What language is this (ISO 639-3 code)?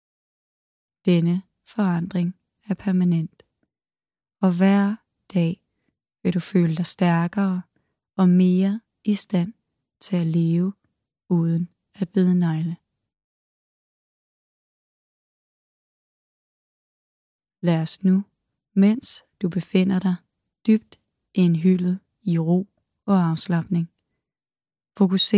dan